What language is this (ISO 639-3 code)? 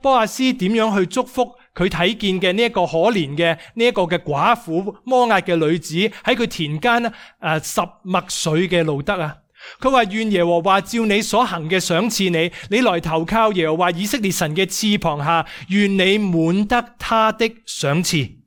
yue